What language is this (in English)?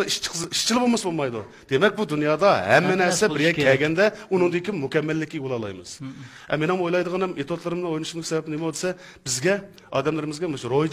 Uyghur